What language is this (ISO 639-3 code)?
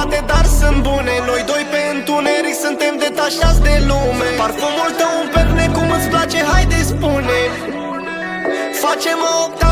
ron